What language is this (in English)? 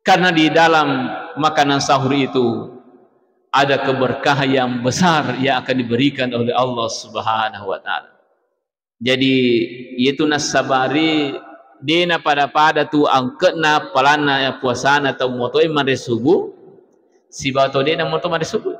Buginese